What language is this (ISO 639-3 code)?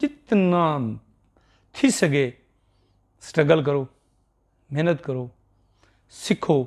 skr